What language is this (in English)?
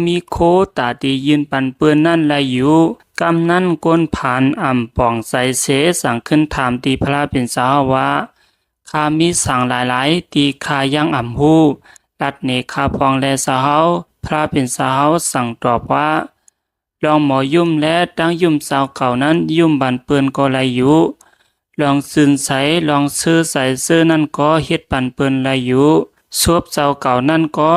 Shan